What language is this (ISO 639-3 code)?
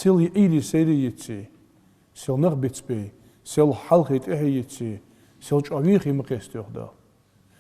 inh